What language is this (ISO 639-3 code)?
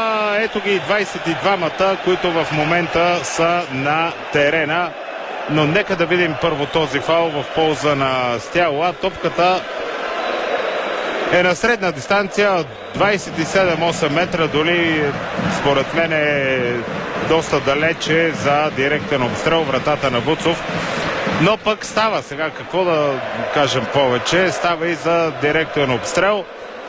bul